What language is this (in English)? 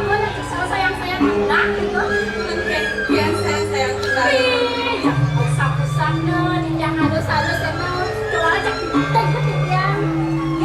Balinese